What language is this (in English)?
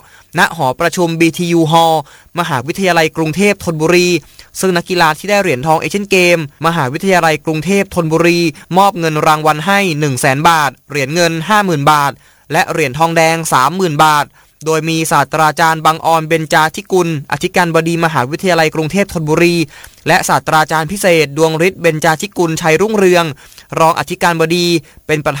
Thai